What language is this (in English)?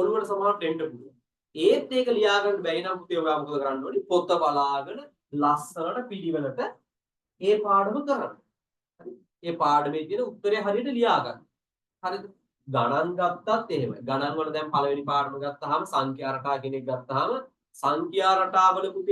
Sinhala